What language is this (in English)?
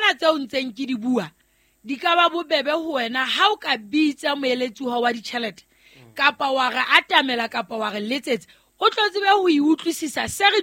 Southern Sotho